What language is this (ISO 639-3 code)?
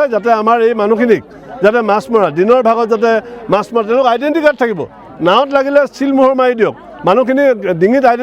asm